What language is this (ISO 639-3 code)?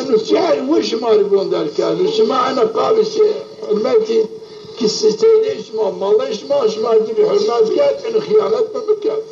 zza